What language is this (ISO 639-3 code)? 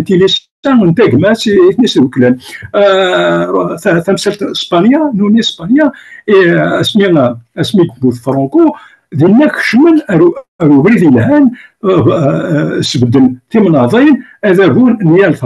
kab